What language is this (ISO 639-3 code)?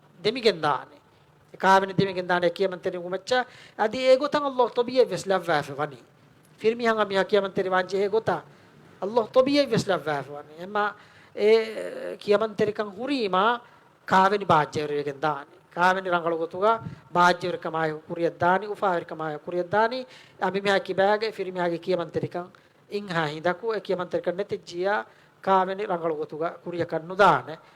div